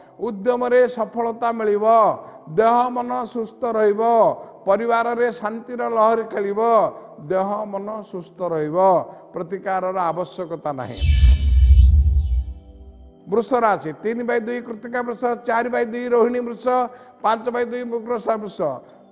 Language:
Odia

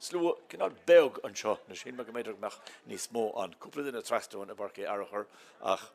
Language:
Irish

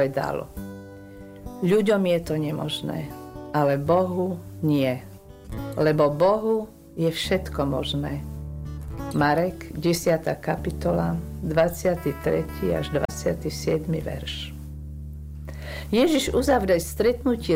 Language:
Slovak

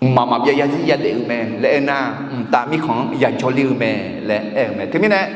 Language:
Akha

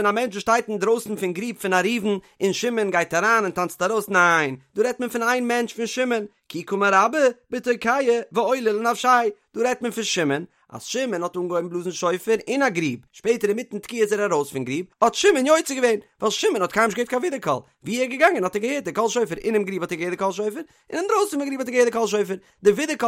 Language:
Yiddish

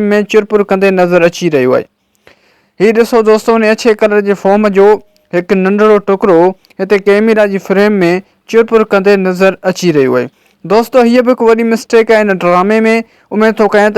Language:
Sindhi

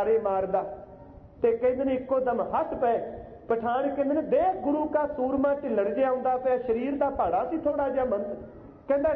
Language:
Punjabi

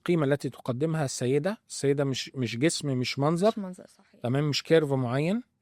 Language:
Egyptian Arabic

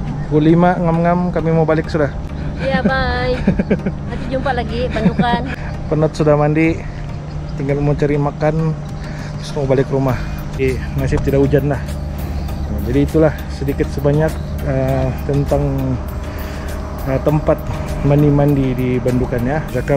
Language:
Malay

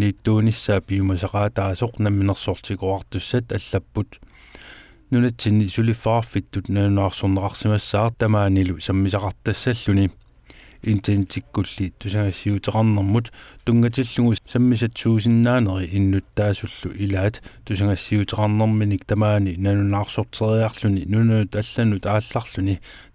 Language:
Kalaallisut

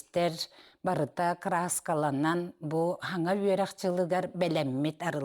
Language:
Yakut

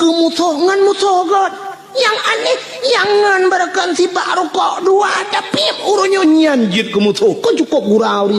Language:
Achinese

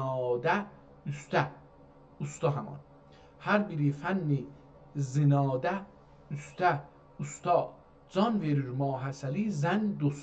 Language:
South Azerbaijani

